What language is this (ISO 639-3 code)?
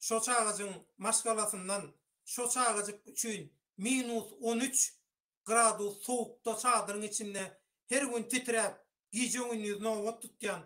tuk